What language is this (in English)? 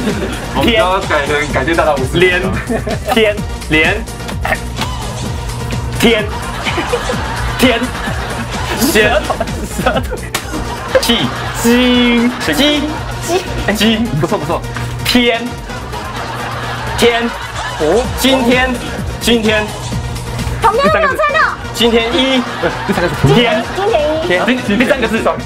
Chinese